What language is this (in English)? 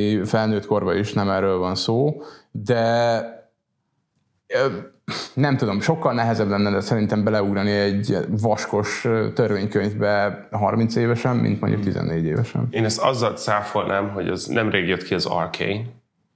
Hungarian